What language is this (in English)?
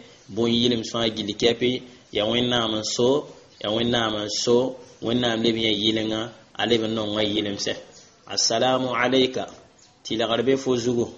Mossi